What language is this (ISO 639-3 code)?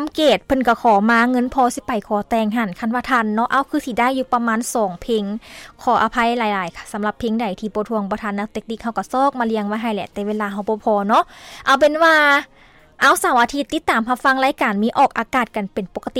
lao